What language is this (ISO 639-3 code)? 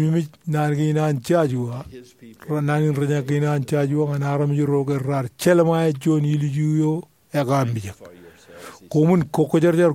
mah